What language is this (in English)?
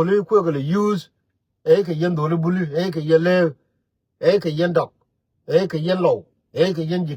Nuer